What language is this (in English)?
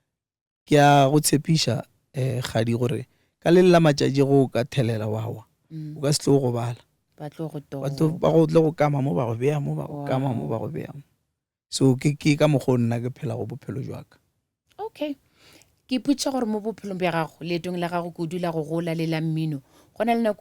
Northern Sotho